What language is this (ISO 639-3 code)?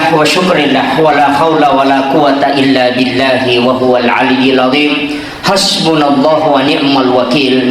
bug